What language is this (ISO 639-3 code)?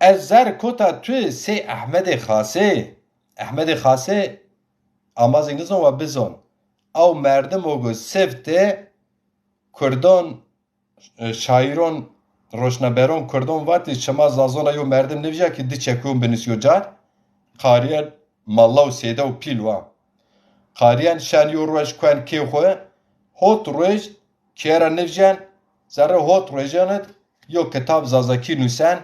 zza